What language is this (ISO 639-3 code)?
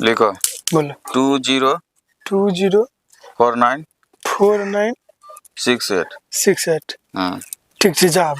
anp